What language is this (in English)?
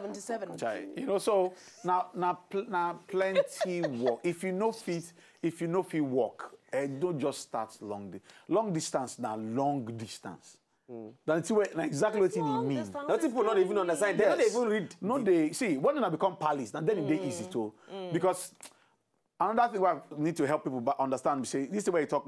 Nigerian Pidgin